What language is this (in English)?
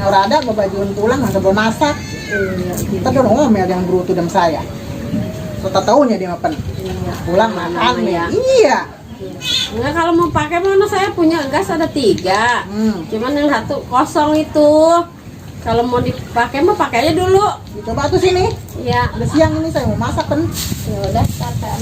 Betawi